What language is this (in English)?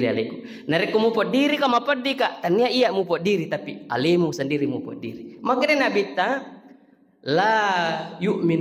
Buginese